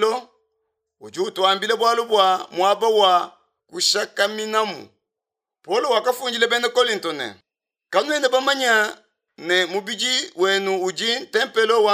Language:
Luba-Lulua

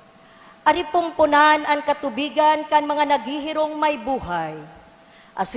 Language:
Bikol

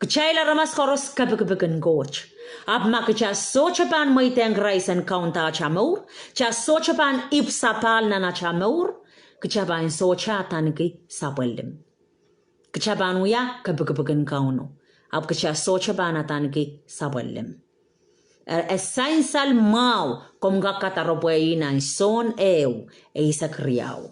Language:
Pohnpeian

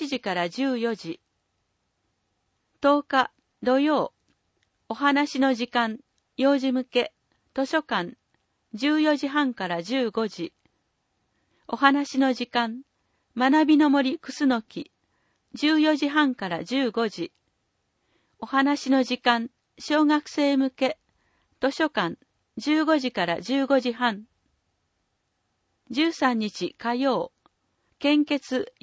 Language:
Japanese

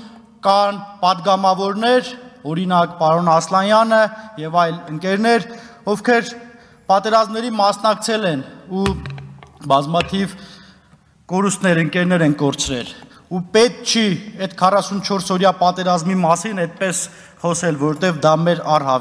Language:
Armenian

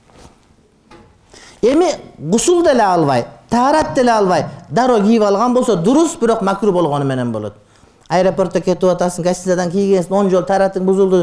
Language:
Kyrgyz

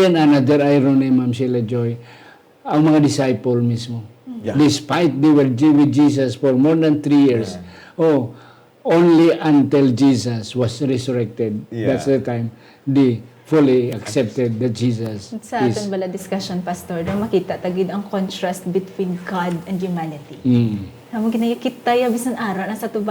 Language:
Hiligaynon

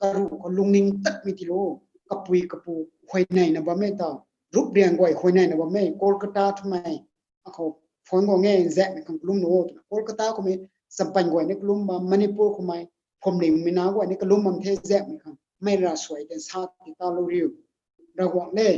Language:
Rongmei Naga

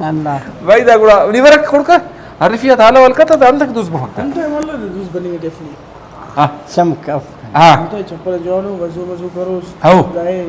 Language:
Brahui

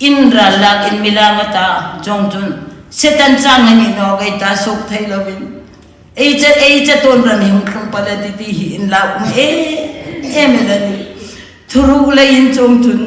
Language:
Hmar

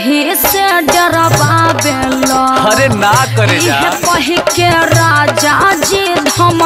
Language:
Bhojpuri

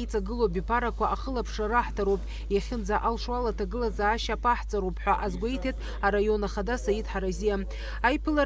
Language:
Abkhazian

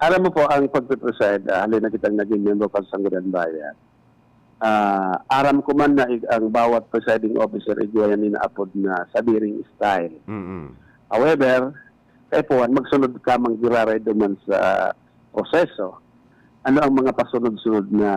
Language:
Bikol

